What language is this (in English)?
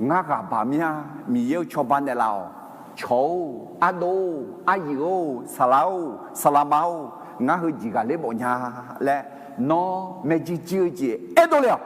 Akha